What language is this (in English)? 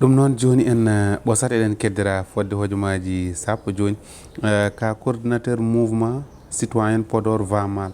Fula